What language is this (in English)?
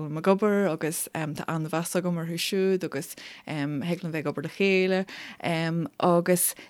Irish